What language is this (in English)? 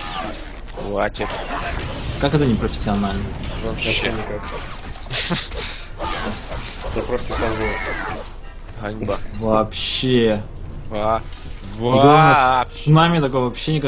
Russian